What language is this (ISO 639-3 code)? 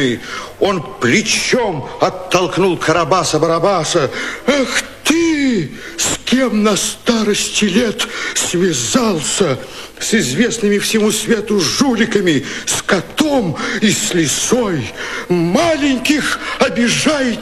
rus